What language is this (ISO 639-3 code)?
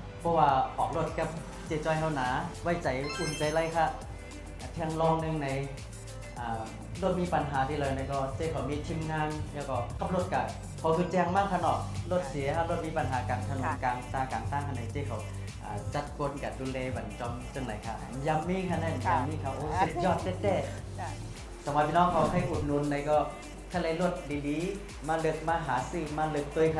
shn